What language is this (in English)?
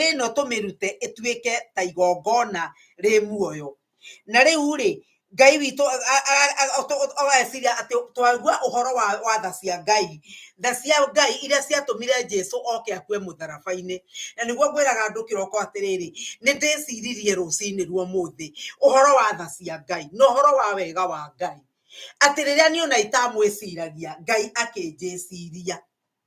Kikuyu